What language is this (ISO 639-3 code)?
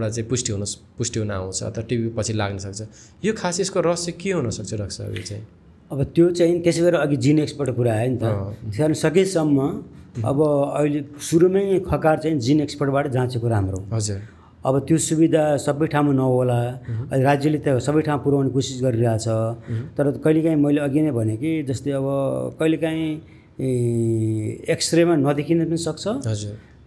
nep